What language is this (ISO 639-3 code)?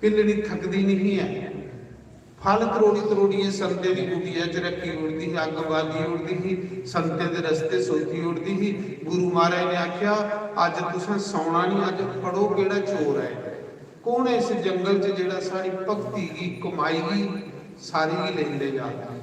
doi